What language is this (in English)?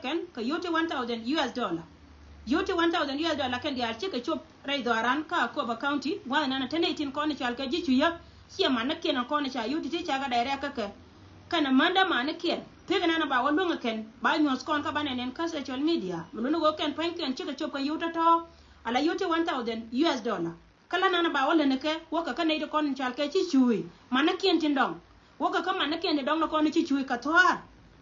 Nuer